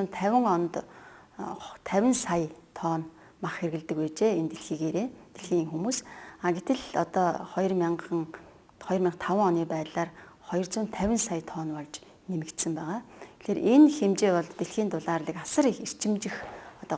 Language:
Mongolian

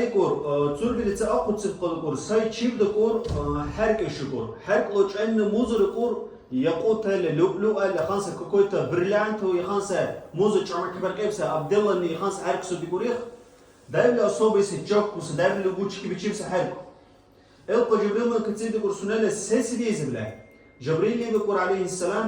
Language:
Dargwa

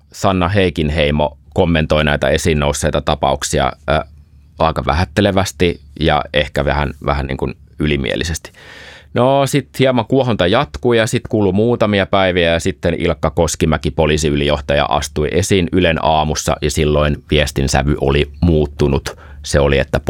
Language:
Finnish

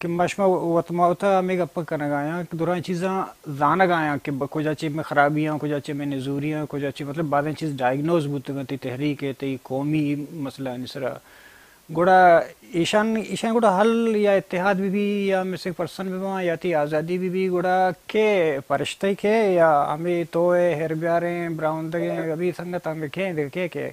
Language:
Baluchi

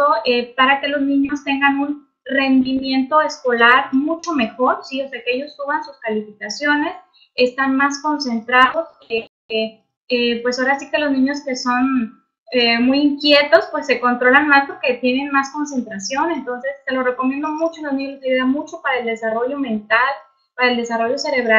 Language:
Spanish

